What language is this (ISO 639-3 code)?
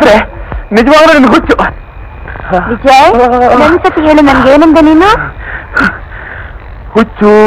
kan